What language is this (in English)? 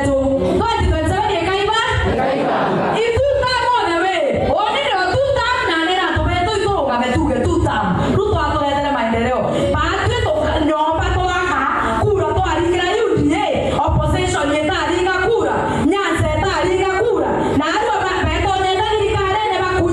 Meru